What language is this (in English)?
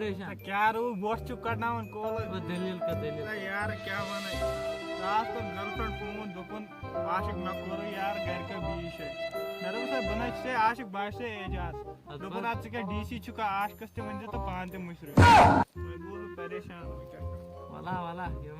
Kashmiri